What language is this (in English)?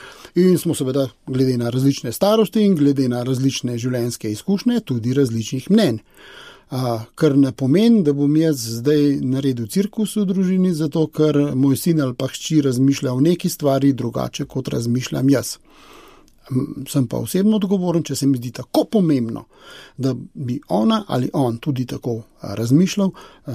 Slovenian